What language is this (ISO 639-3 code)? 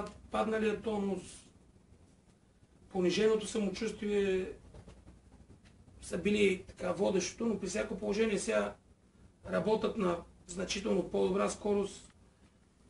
bul